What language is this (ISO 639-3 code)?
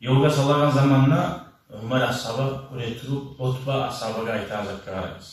kum